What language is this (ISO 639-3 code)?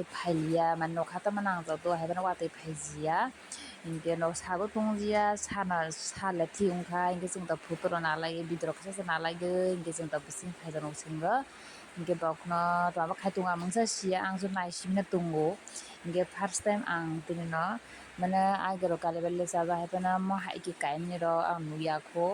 trp